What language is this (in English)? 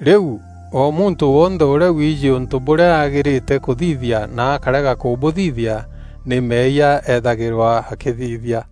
Meru